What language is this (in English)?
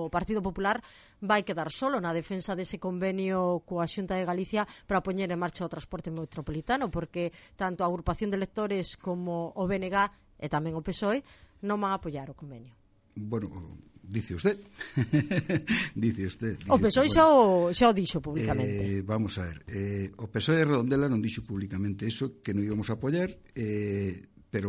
Galician